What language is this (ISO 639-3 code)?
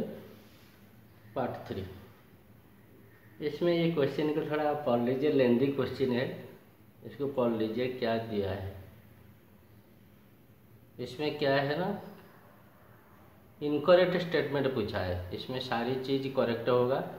hin